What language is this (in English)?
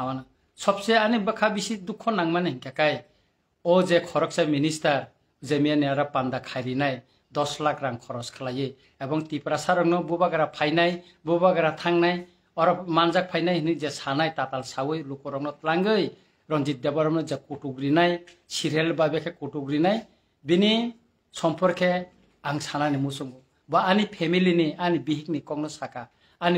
Kok Borok